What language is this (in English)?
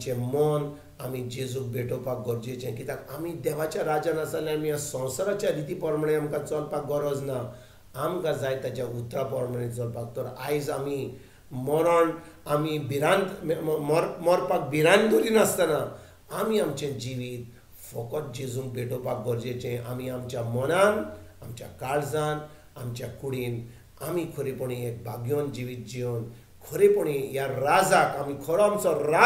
Konkani